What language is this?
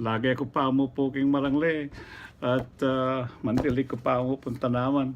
Pampanga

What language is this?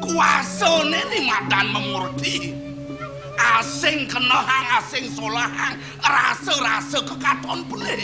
Balinese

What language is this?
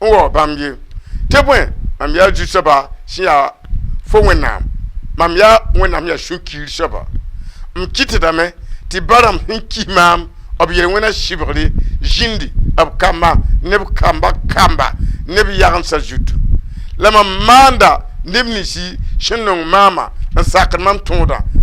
Mossi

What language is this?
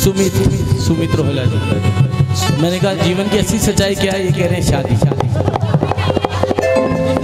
Hindi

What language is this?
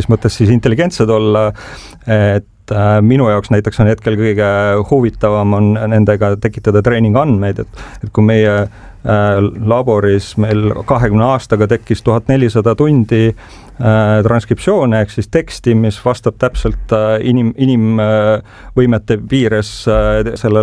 Estonian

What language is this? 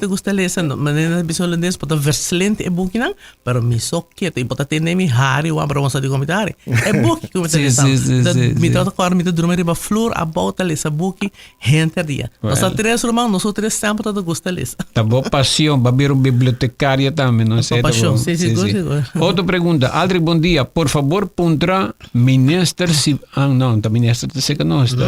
Papiamento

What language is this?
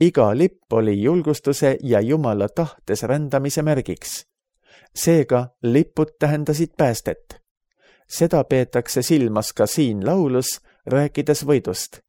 Estonian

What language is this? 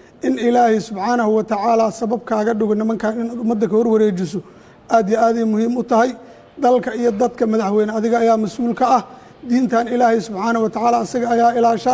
Somali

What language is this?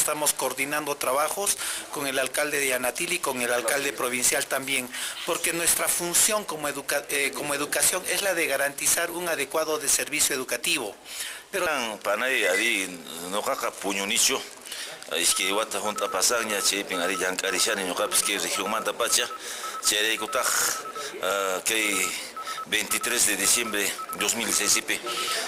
Quechua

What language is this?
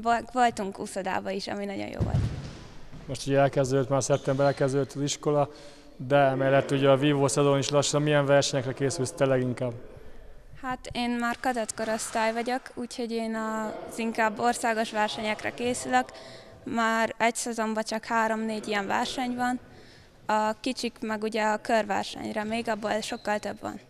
Hungarian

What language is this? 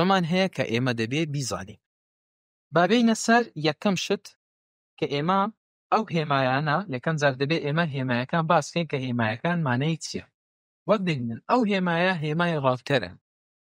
Central Kurdish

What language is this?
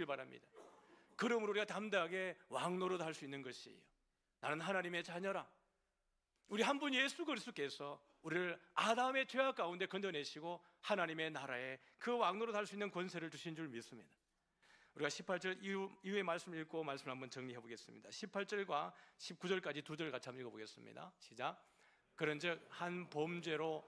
Korean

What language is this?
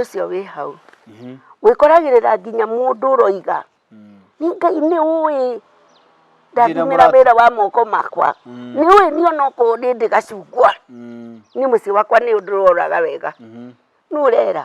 Kikuyu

